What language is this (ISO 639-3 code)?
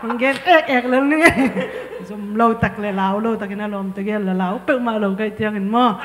ctd